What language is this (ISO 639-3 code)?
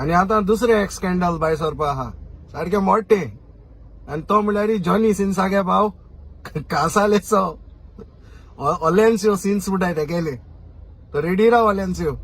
kok